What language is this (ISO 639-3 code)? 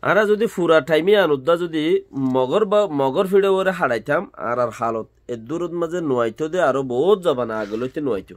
rhg